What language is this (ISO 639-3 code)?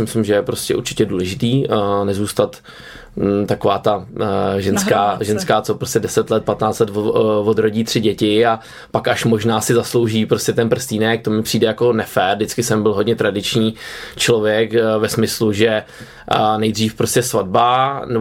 ces